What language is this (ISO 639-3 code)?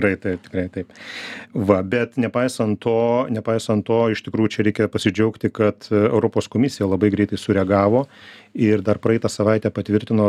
lit